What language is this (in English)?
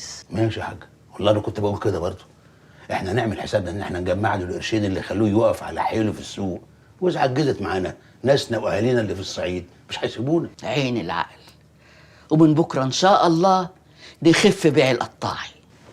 Egyptian Arabic